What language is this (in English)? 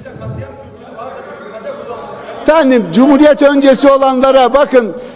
Turkish